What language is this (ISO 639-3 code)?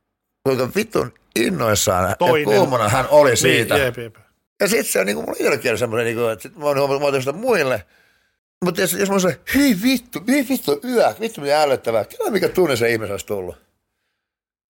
fin